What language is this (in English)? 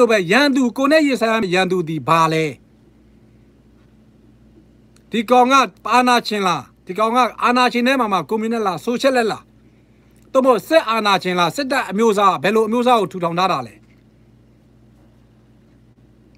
Burmese